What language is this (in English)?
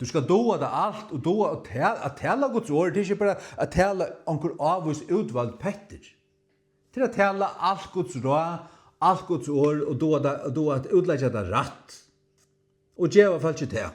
Faroese